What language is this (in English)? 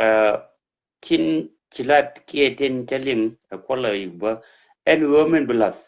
Nuer